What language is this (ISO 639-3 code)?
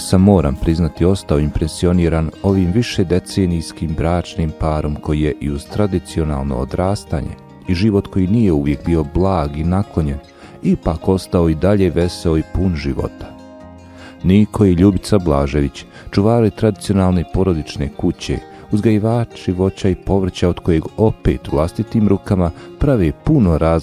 bos